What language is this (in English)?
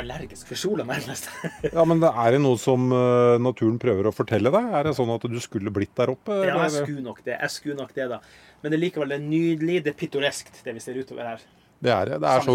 Norwegian